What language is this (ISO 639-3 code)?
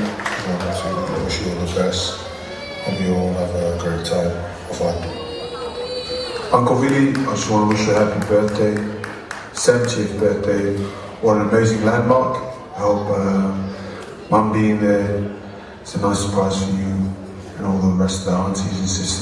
ton